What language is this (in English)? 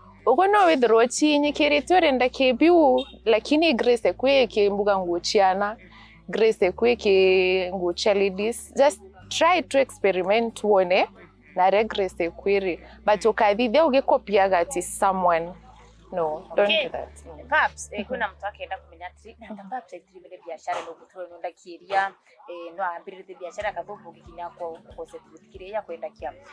Meru